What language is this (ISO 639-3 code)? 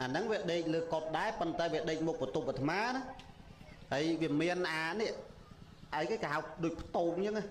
khm